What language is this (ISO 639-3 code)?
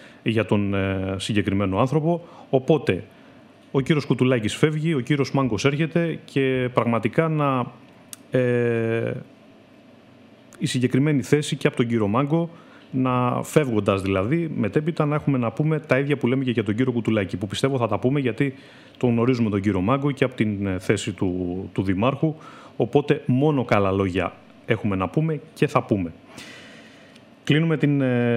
ell